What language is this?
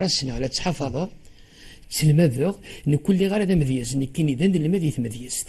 Kabyle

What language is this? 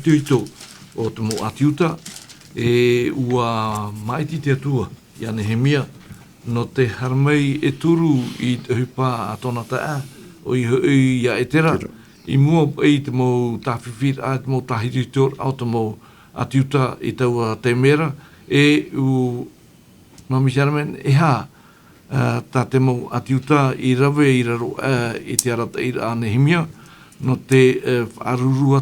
Tahitian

